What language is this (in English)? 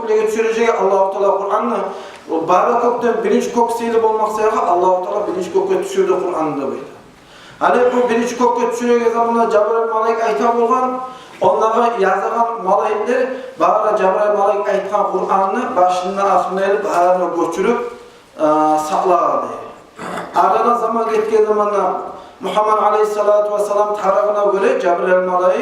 Kumyk